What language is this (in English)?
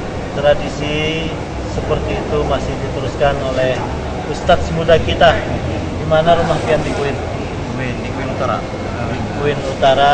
Banjar